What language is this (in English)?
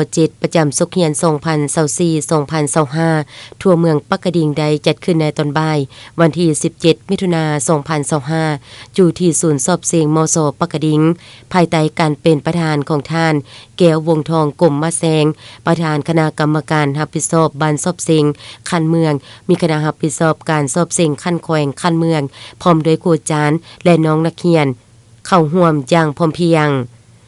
Lao